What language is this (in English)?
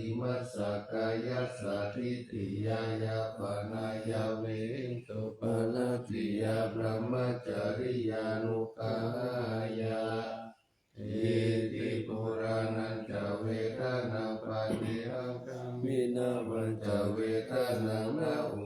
Pali